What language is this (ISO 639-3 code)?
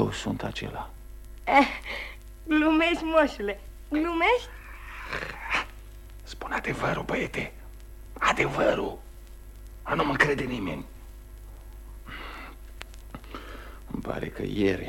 ron